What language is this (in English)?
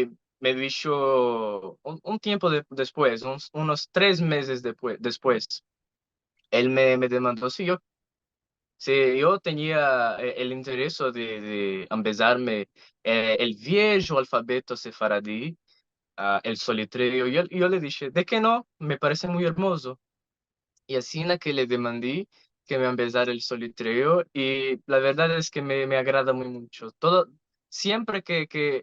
Ladino